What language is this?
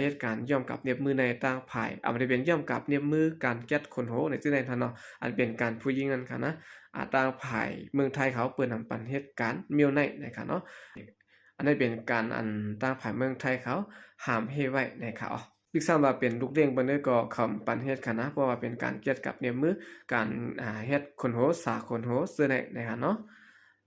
Shan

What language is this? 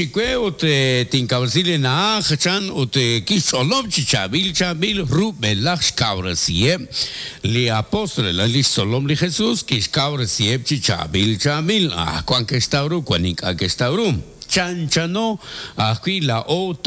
Kekchí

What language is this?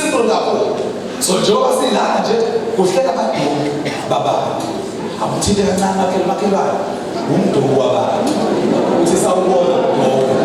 Zulu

